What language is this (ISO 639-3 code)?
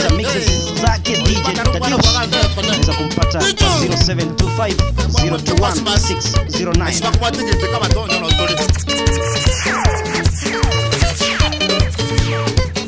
swa